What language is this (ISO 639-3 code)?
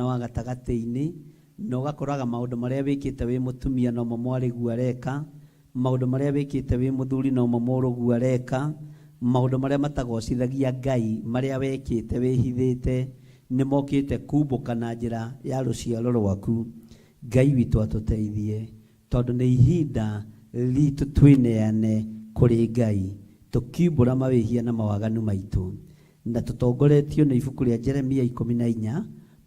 kik